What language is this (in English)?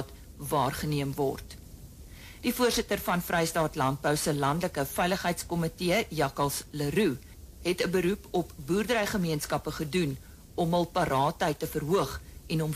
Afrikaans